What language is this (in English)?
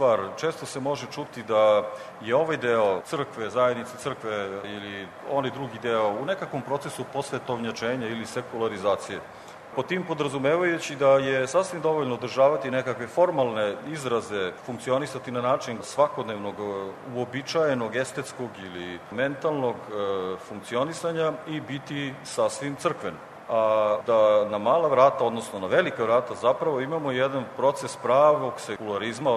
Serbian